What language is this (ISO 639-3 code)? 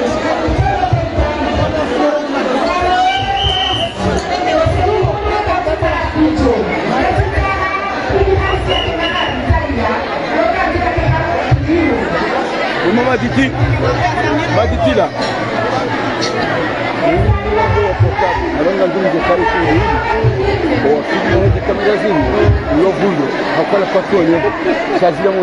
swa